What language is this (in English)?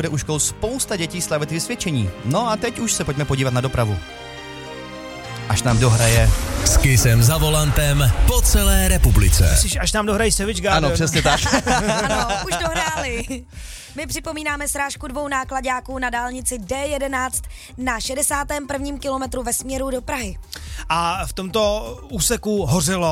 Czech